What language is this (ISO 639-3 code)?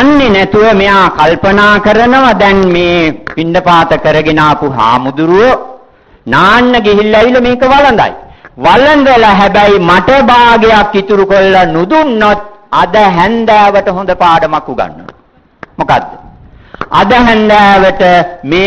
sin